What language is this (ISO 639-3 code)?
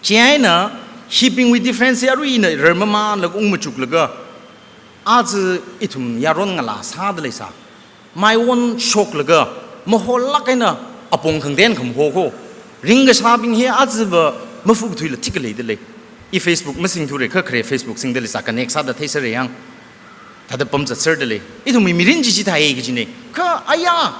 nmf